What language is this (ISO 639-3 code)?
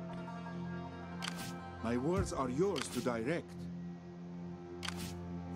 vie